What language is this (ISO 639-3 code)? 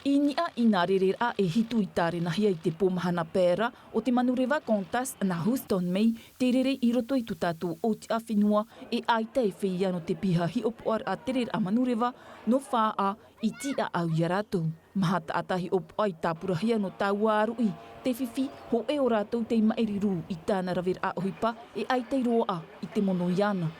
tah